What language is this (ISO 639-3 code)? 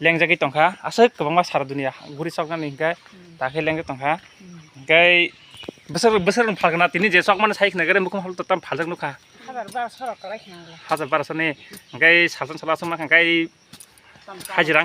trp